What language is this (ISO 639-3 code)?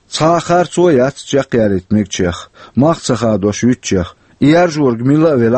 che